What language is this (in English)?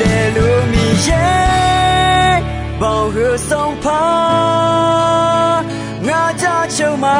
Akha